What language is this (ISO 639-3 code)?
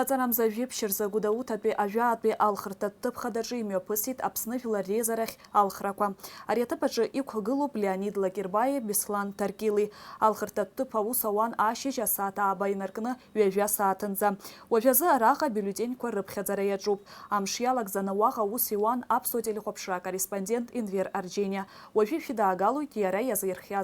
abk